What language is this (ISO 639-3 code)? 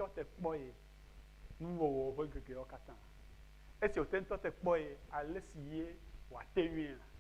ewe